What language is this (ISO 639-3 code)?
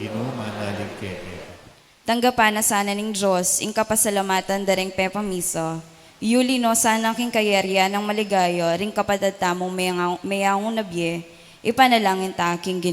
pam